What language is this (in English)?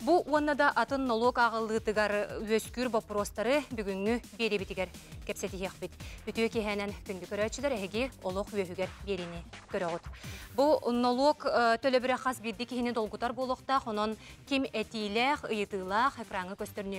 Yakut